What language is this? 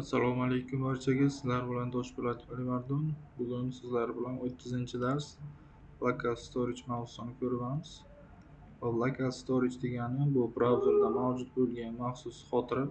Uzbek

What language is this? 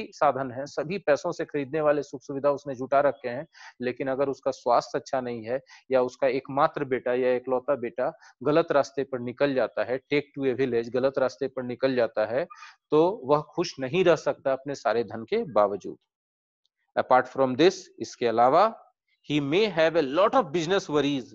Hindi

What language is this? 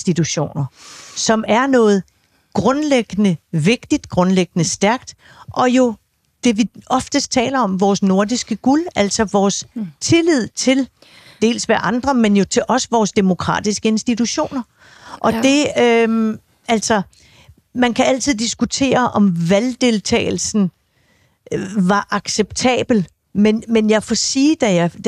Danish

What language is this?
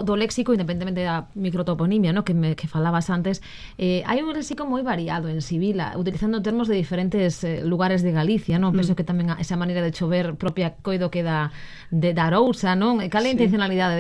Galician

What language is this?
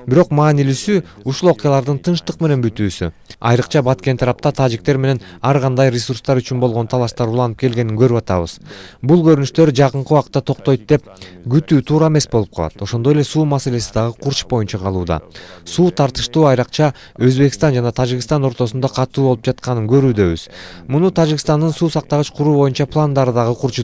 Kyrgyz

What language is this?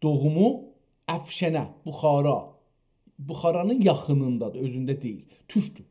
South Azerbaijani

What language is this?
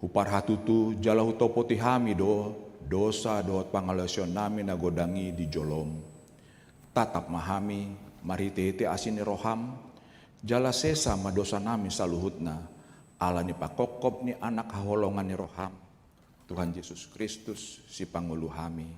Batak Toba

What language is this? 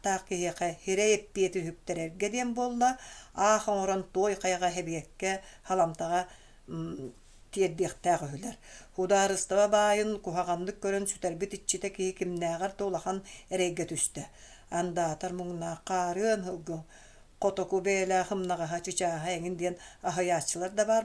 Yakut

